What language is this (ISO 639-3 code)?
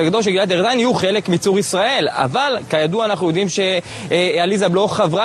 heb